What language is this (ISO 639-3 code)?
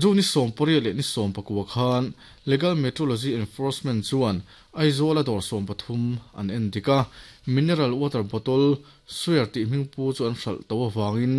lus